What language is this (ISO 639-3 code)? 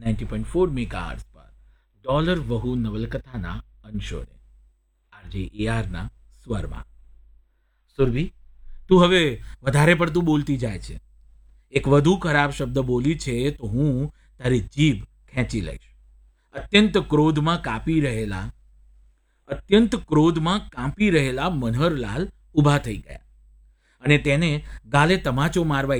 guj